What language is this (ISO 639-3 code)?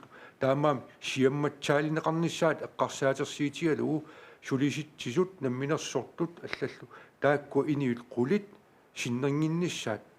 kal